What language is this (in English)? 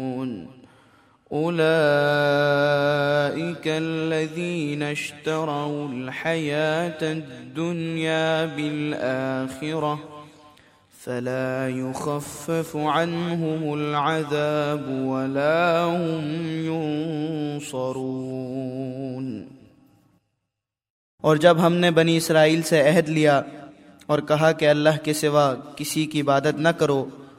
Urdu